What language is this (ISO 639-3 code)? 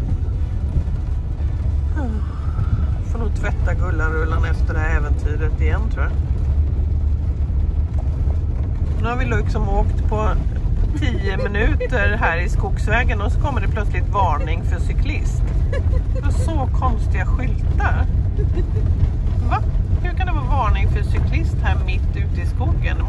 swe